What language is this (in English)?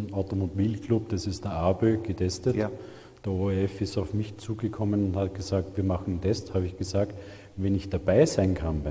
German